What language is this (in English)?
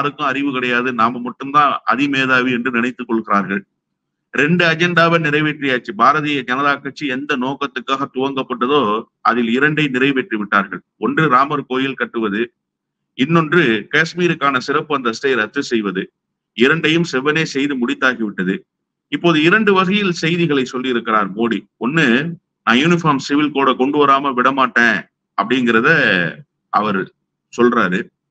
Tamil